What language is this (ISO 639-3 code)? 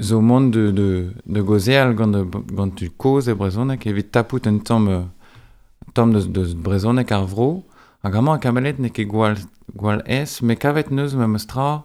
bre